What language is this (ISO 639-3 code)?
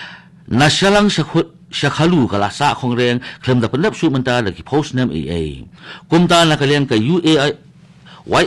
kha